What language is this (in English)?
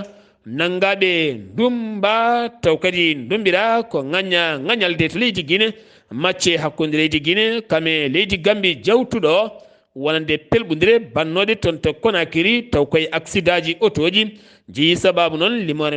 Fula